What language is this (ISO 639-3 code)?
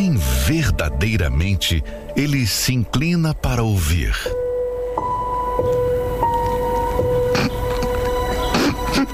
por